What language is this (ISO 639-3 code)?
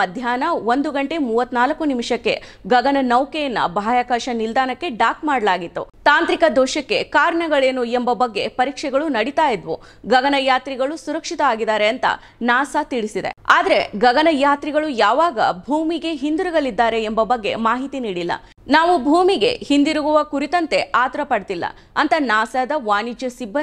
kan